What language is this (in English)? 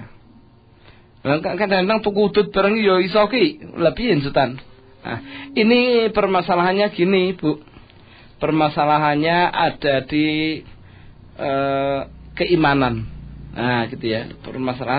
Indonesian